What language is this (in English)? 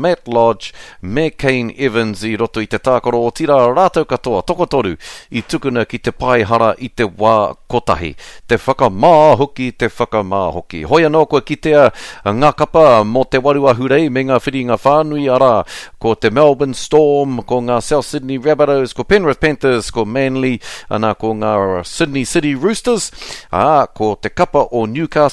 Māori